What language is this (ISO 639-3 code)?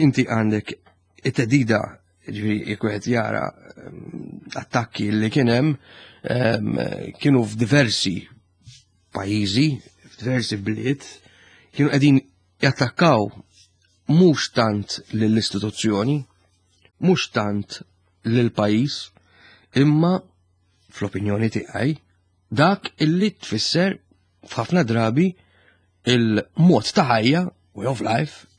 mlt